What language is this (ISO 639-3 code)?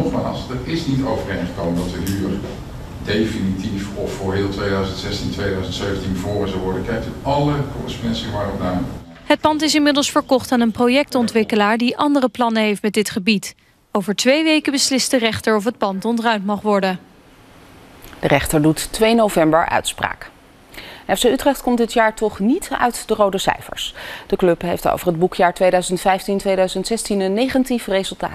nld